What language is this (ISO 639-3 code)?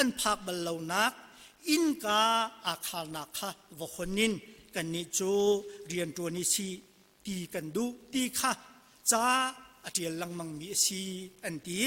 cnh